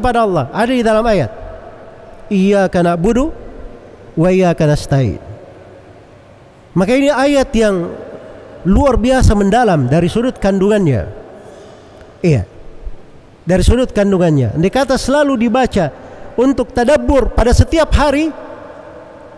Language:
Indonesian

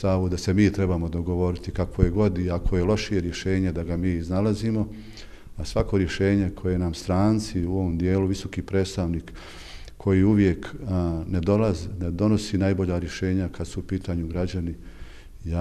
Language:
Bosnian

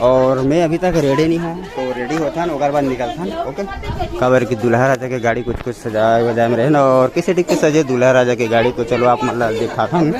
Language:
Chhattisgarhi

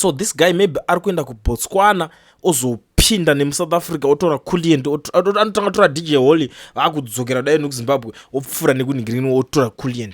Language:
Shona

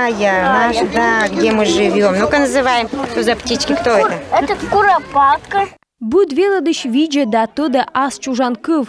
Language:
Komi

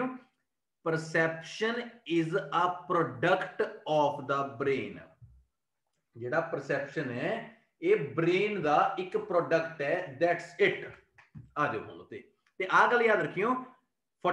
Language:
Punjabi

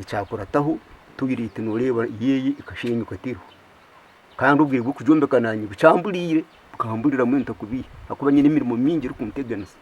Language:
Nyankole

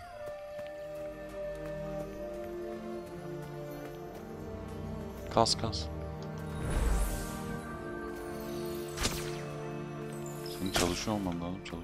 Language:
Turkish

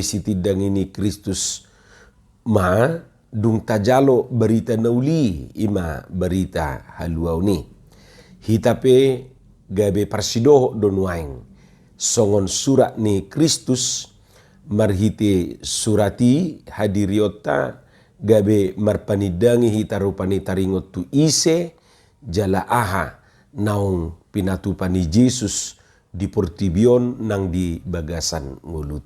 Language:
Batak Toba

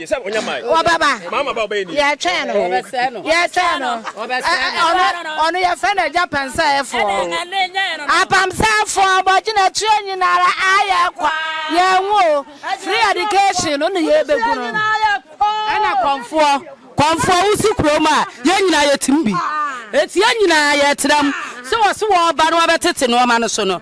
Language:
Akan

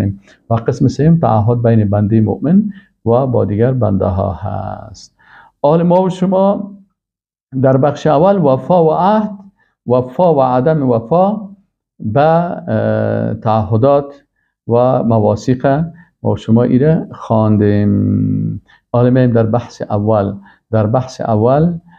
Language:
Persian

